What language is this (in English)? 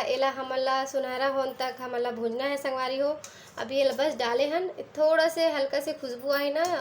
Chhattisgarhi